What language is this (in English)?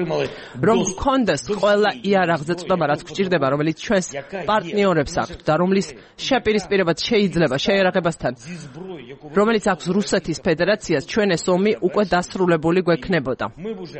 Georgian